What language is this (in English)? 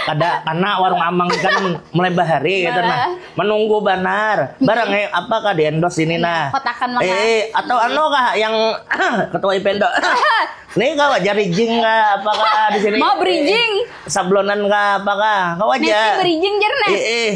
Banjar